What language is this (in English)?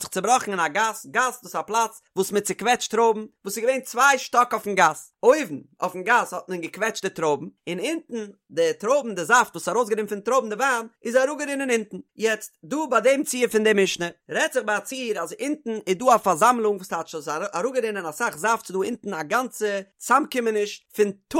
Yiddish